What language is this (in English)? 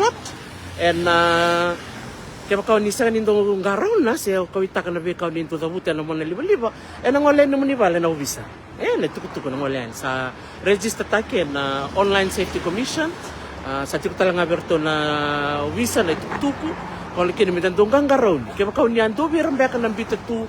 Fijian